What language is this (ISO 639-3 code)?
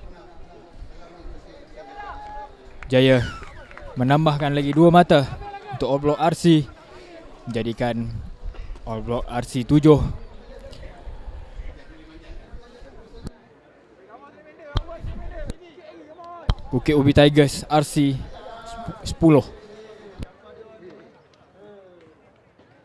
msa